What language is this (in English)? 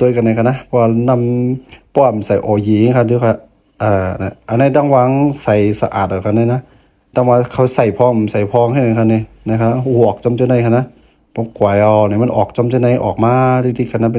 Shan